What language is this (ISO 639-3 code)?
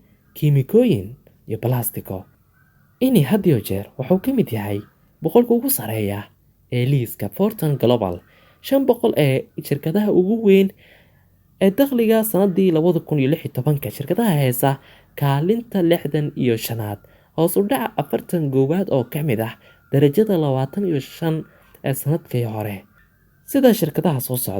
som